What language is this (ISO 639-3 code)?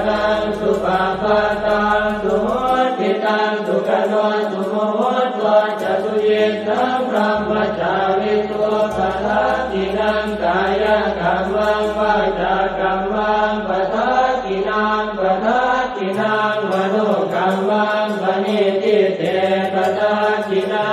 pli